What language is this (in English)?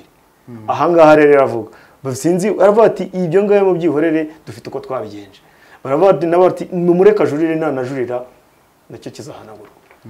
Kinyarwanda